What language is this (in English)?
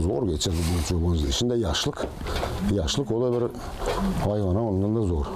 Gagauz